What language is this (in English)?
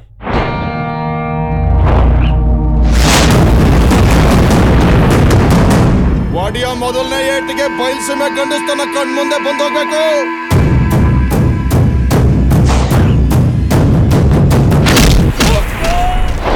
Kannada